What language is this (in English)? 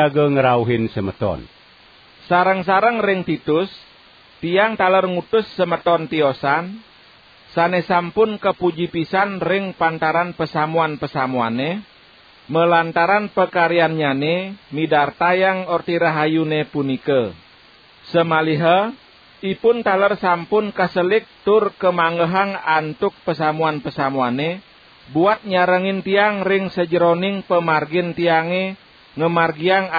Balinese